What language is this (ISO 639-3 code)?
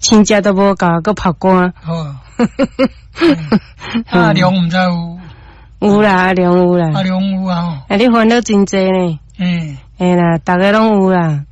nan